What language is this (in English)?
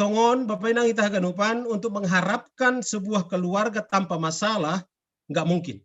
Batak Simalungun